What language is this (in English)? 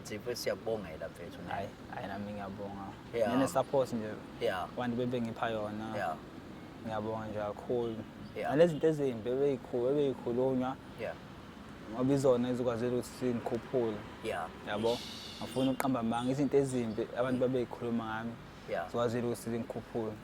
Zulu